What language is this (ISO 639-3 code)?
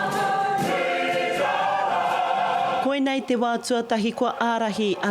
mri